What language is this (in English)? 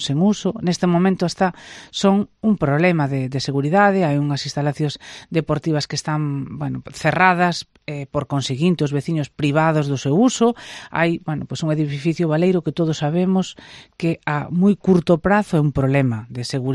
Galician